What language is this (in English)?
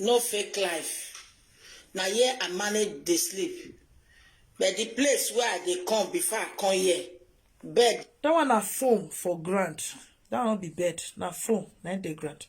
Nigerian Pidgin